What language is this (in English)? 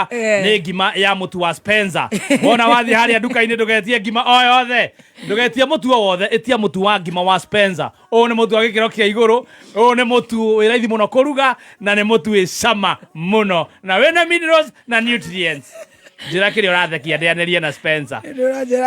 Kikuyu